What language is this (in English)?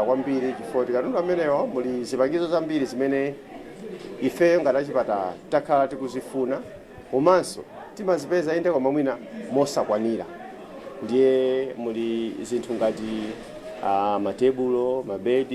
Nyanja